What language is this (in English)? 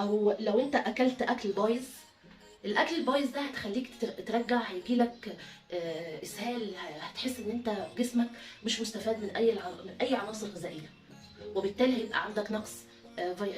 Egyptian Arabic